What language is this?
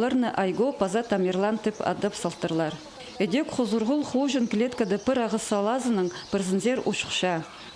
Khakas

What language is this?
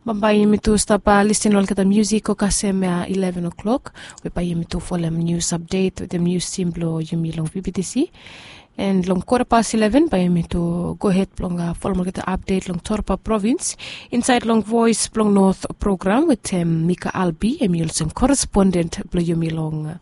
Bislama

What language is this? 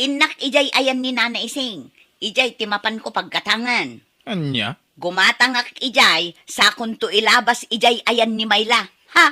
Iloko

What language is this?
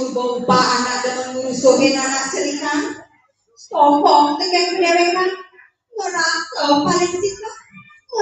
Balinese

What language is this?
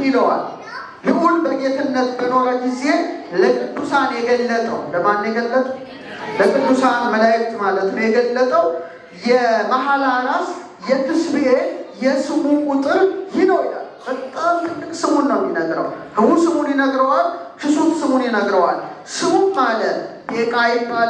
Amharic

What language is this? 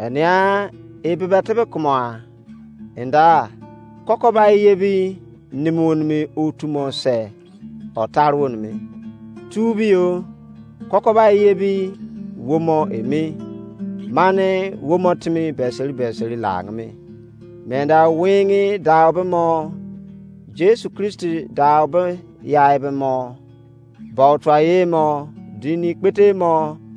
Izon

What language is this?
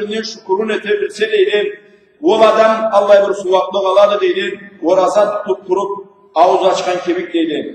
Karachay-Balkar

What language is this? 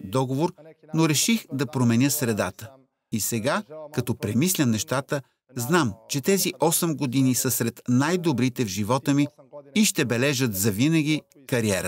Bulgarian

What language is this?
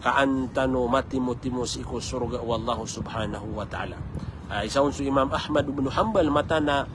Maranao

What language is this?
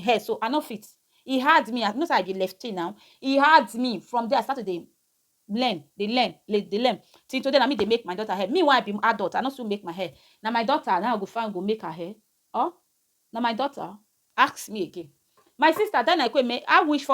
Nigerian Pidgin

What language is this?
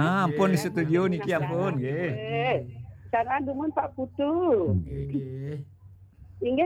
Balinese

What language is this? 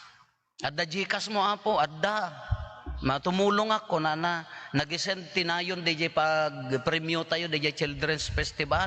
Iloko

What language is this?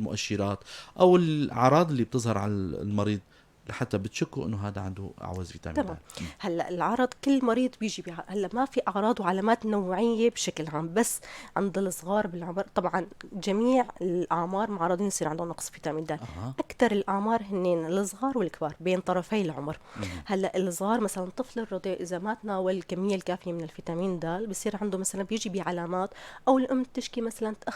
North Levantine Arabic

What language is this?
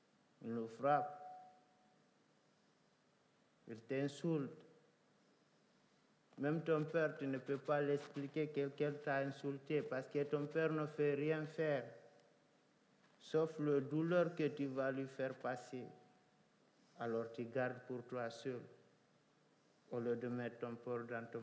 French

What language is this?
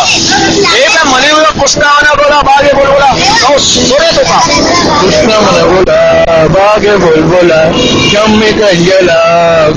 Baluchi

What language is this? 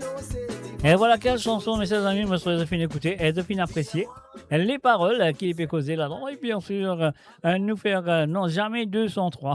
Morisyen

